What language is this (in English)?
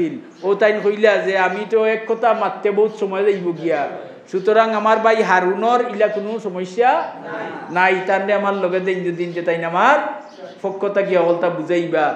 Sylheti